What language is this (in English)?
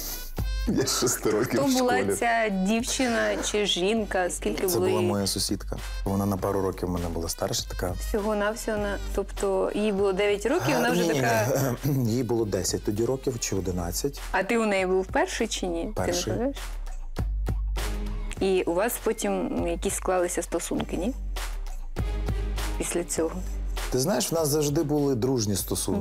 Ukrainian